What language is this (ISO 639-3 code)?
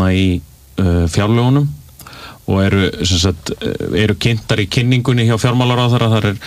isl